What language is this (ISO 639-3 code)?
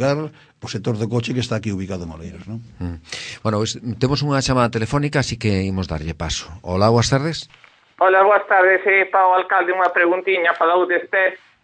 glg